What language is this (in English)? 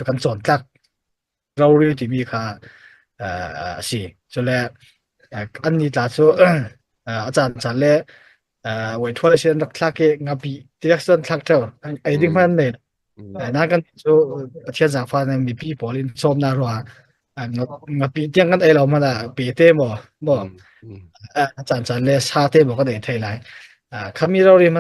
Hakha Chin